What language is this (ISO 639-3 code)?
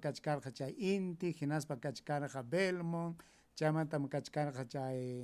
quy